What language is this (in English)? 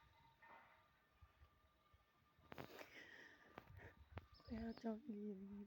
Lao